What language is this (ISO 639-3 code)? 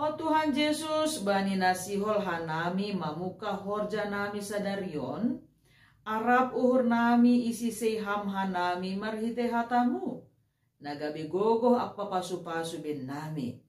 bts